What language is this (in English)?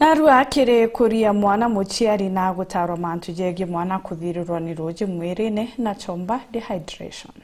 Meru